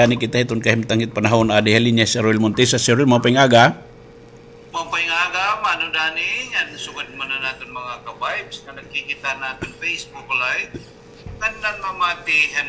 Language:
Waray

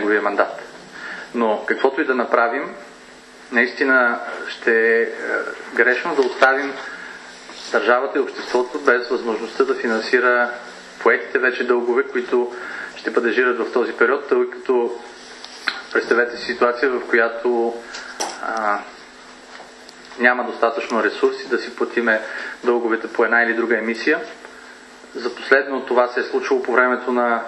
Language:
Bulgarian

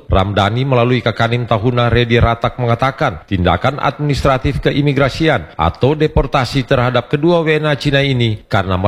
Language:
Indonesian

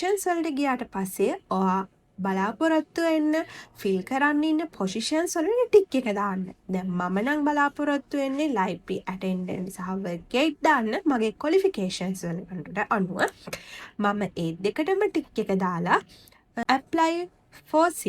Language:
Sinhala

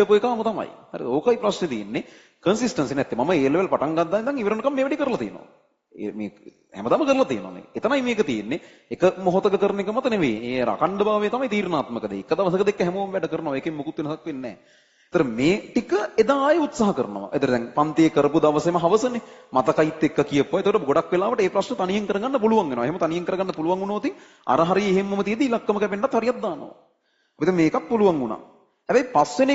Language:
Sinhala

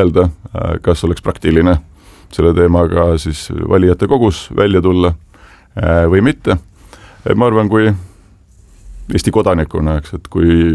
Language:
Estonian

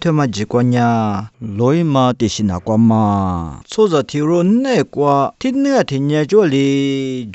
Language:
Lisu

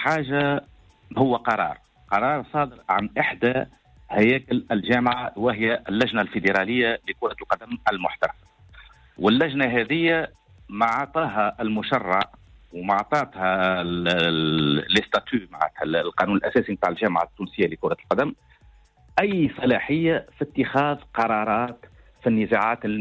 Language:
Tunisian Arabic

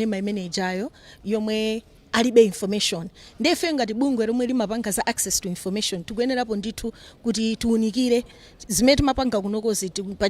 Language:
Nyanja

